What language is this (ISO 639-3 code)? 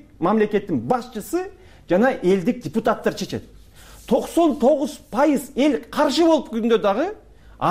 kir